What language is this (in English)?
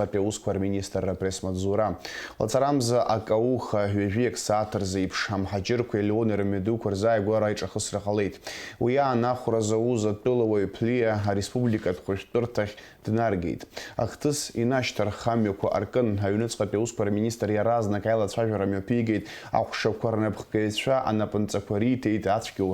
Abkhazian